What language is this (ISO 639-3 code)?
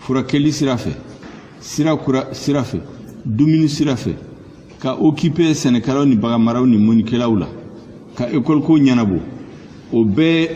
bam